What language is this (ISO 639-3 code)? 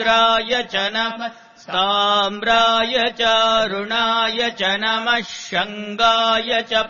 san